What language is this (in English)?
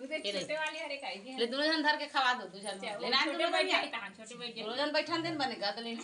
Chhattisgarhi